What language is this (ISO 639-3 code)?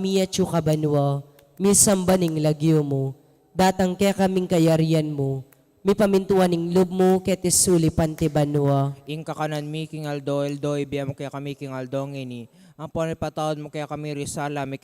pam